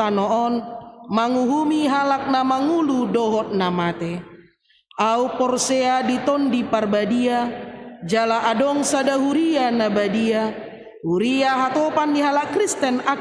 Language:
Batak Toba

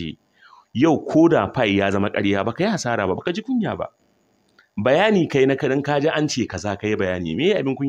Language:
Hausa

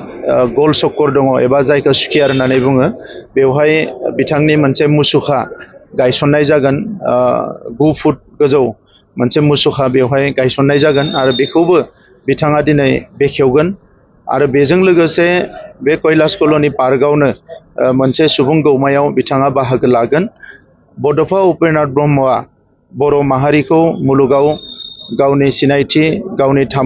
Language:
Bodo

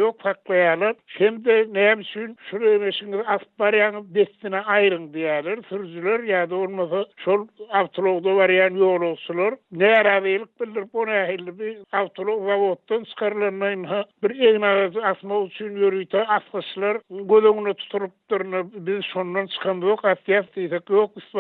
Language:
Turkmen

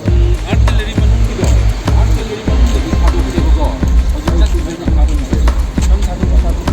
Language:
Manipuri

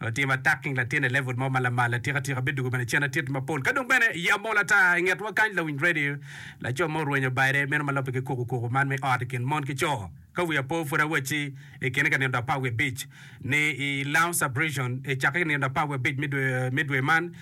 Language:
Acoli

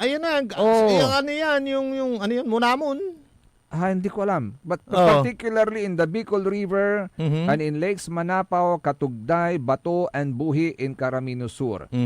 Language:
Pangasinan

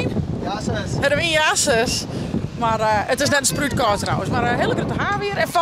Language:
Western Frisian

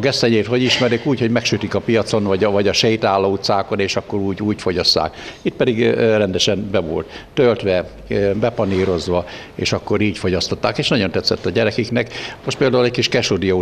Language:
Hungarian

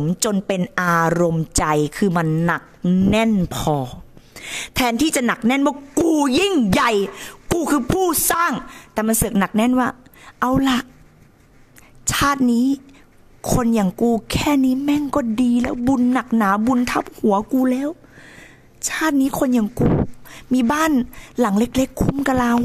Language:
Thai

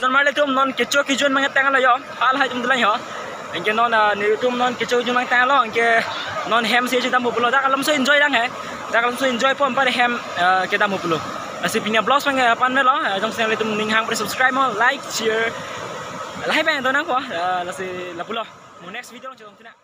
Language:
Karbi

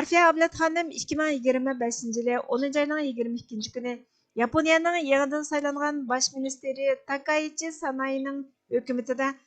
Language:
Uyghur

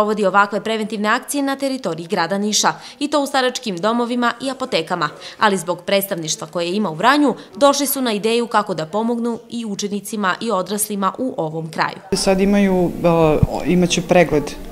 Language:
Serbian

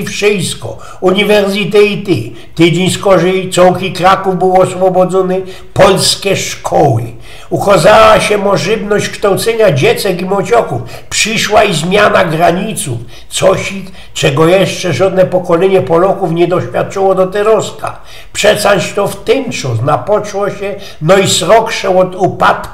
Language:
Silesian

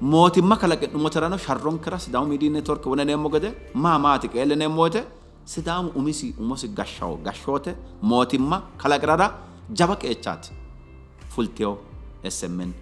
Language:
Sidamo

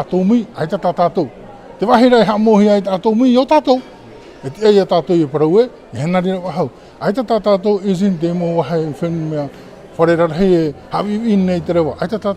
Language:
Tahitian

